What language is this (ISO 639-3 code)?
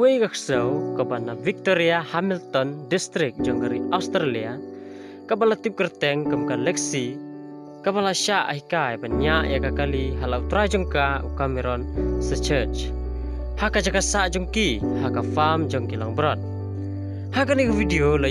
kha